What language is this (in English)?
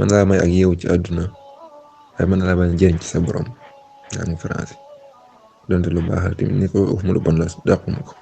Wolof